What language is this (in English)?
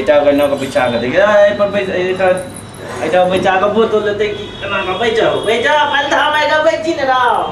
Maithili